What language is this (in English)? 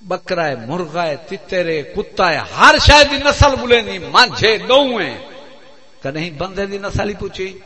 Saraiki